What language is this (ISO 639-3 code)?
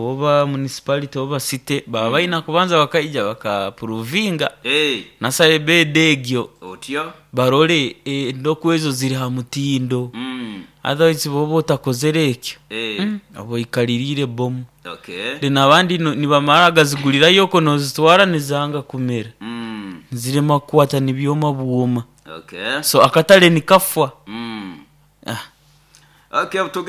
nyo